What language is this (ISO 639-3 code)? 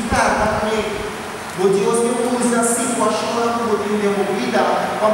pap